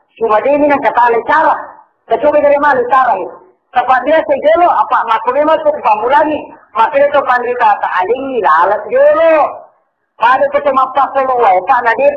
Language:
Buginese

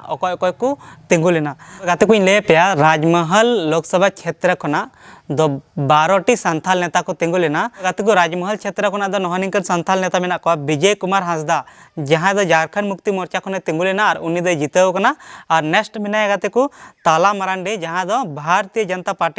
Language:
Santali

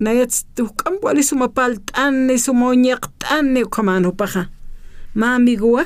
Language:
Aymara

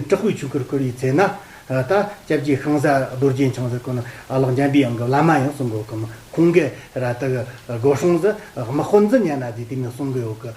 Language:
Tibetan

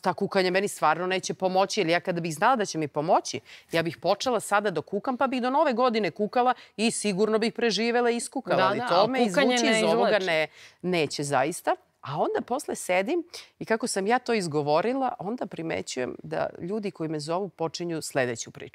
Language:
Serbian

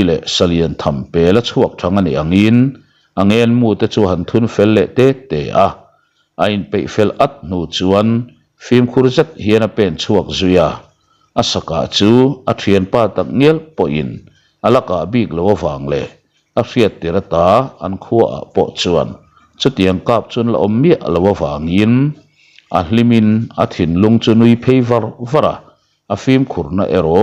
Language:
Mizo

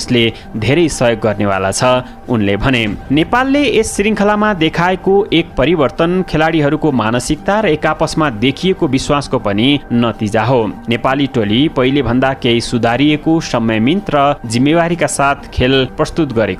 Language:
Nepali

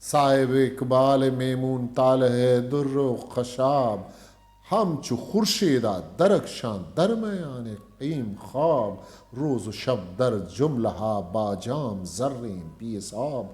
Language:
Eastern Balochi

